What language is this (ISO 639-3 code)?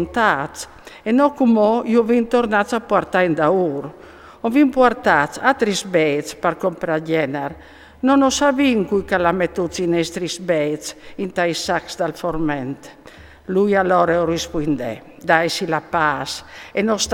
fur